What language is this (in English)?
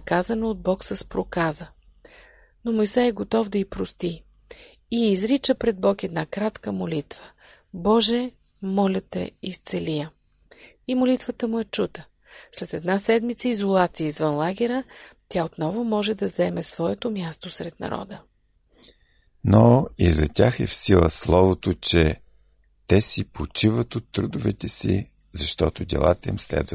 Bulgarian